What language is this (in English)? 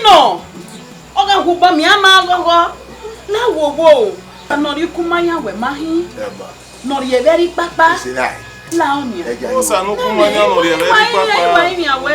Bini